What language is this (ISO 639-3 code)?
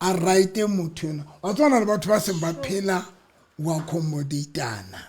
sot